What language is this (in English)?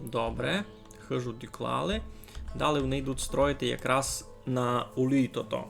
Rusyn